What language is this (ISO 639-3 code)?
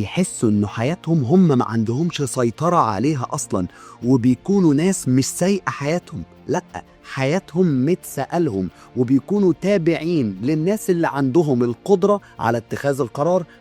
arz